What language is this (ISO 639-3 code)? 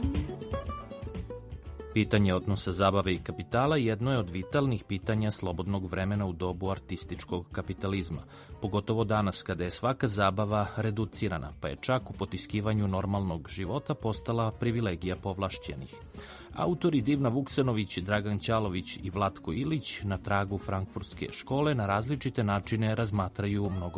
srp